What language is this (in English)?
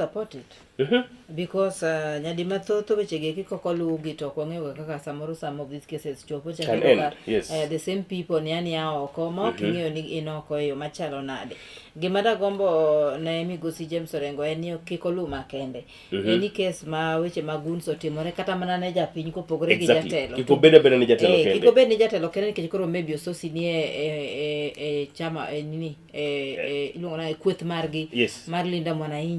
Luo (Kenya and Tanzania)